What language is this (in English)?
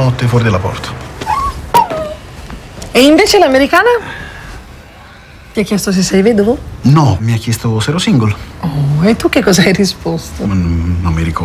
Italian